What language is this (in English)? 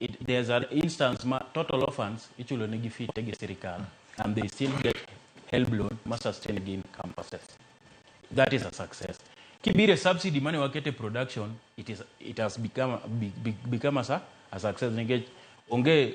Luo (Kenya and Tanzania)